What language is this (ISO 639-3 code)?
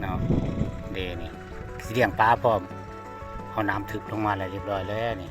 lao